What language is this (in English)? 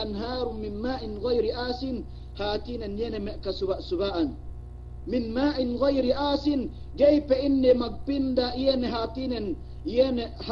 Yakan